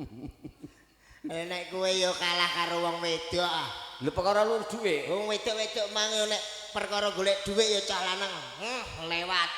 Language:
Javanese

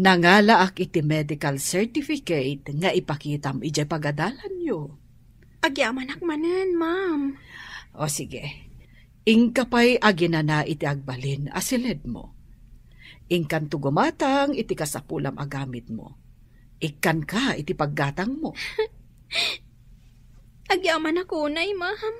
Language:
Iloko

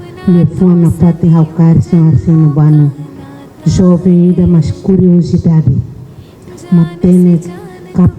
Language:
Tetum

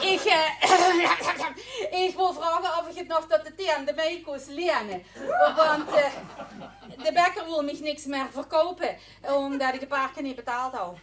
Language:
Limburgish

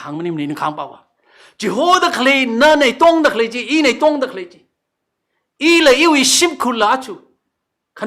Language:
Tangkhul Naga (India)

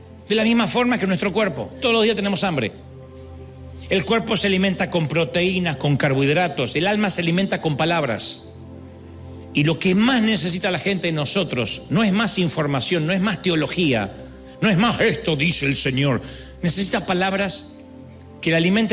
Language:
Spanish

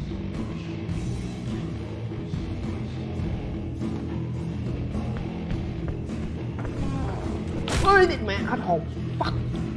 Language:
Vietnamese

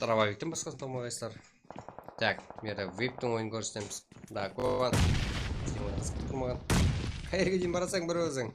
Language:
Kara-Kalpak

